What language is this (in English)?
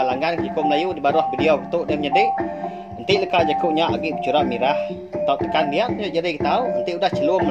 Iban